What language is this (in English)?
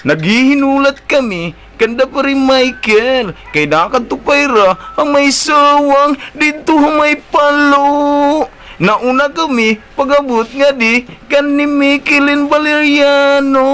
Waray